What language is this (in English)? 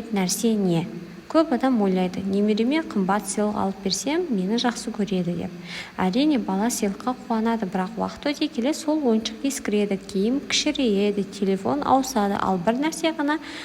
Kazakh